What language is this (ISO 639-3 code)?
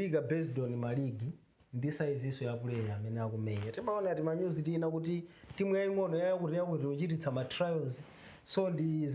nya